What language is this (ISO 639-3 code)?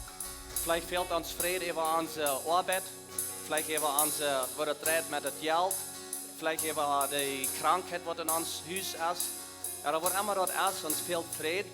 pdt